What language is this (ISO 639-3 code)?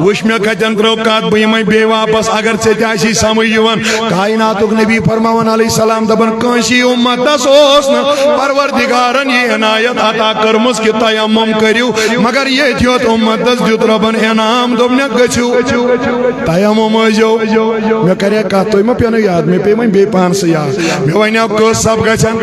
kas